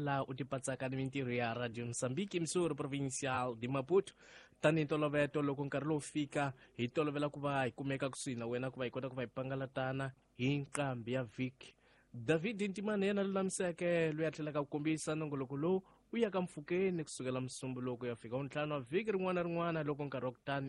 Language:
Tsonga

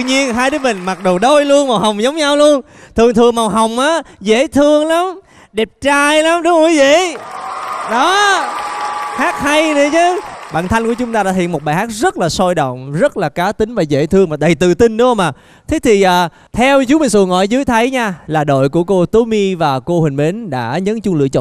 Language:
Vietnamese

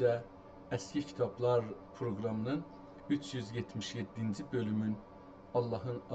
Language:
South Azerbaijani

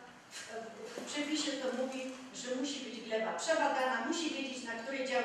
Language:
Polish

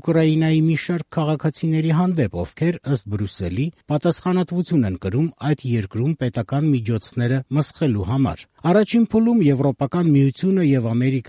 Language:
Armenian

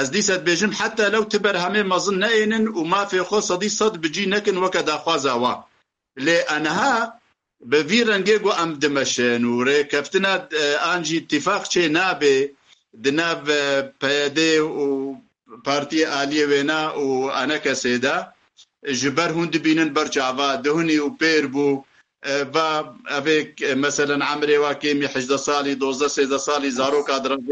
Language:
Kurdish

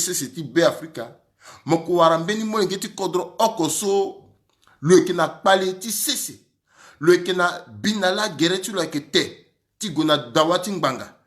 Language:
Sango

